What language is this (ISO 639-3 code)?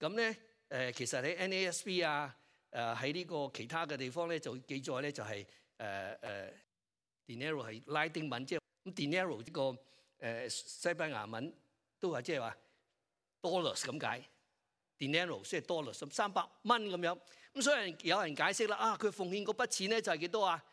yue